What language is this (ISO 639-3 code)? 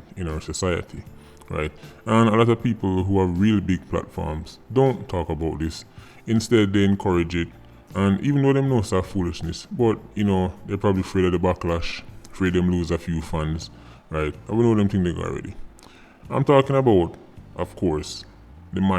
jam